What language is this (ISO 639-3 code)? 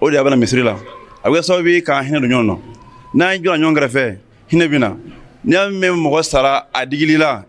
bam